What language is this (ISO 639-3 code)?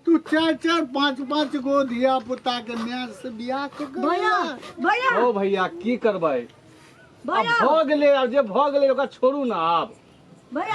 mai